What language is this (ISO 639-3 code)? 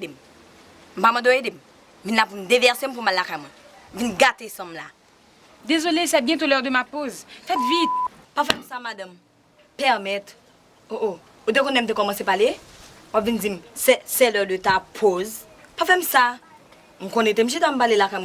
hat